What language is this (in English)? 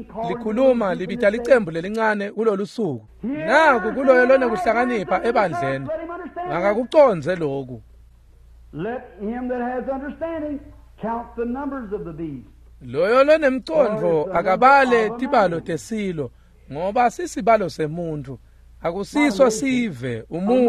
Swati